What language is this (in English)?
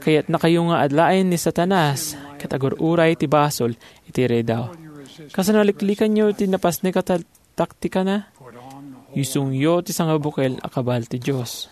Iloko